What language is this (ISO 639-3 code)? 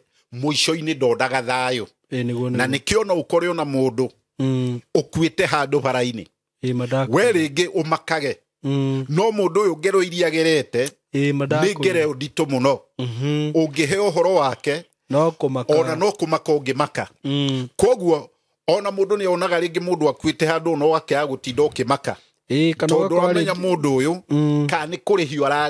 kik